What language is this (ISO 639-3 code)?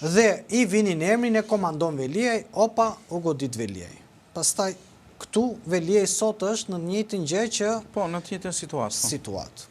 sqi